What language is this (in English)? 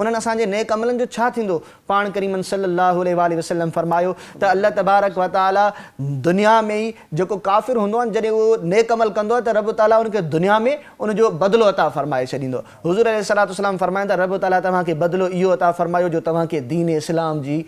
Sindhi